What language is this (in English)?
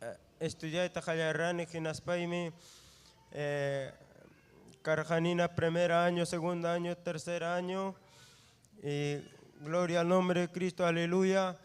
Ayacucho Quechua